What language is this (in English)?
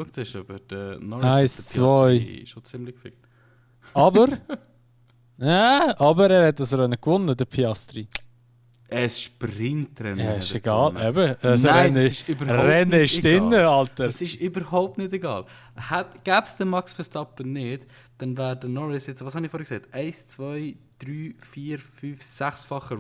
Swiss German